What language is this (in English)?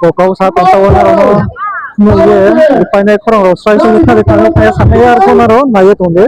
Riang (India)